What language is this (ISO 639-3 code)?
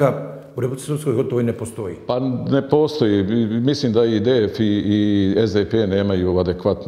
bos